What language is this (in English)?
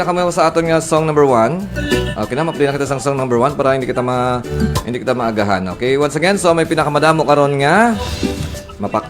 Hiligaynon